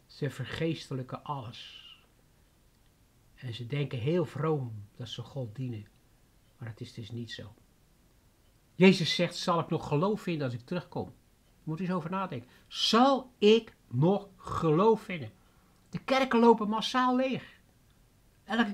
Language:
Dutch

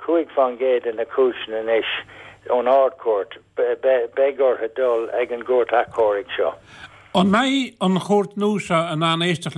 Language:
Irish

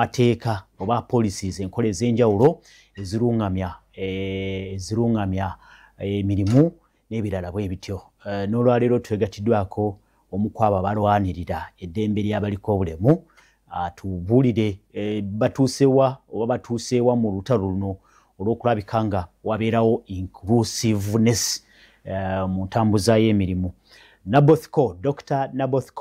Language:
Ganda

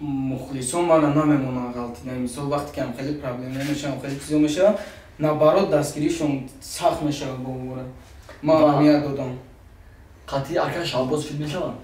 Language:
Tajik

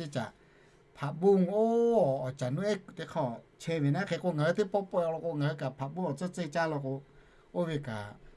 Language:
Lahu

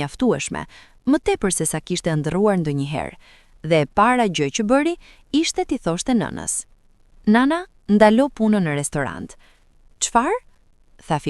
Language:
Albanian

